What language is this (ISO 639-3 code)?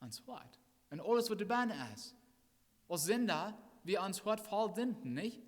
pdt